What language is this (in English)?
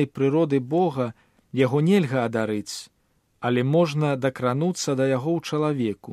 Belarusian